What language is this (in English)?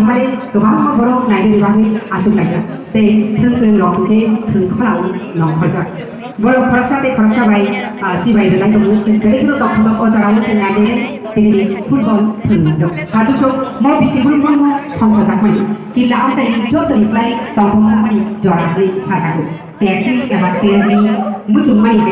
Kok Borok